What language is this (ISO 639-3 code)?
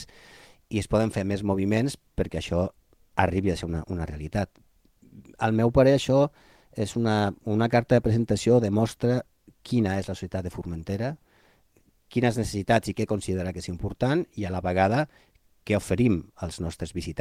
cat